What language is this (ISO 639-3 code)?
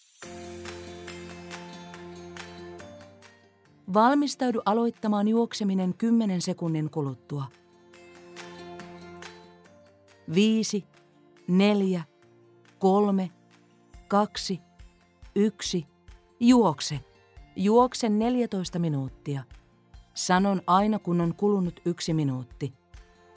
fin